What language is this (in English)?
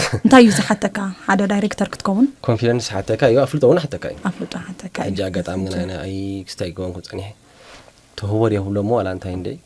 Tigrinya